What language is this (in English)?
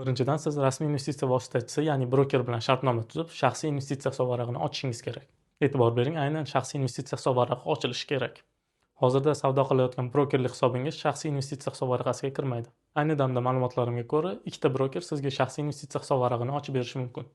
Uzbek